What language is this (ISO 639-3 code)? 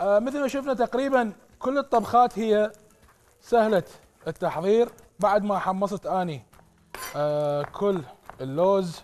acm